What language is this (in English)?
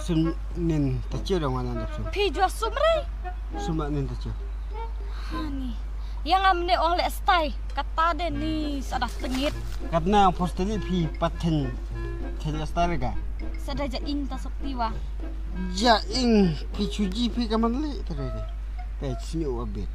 Khasi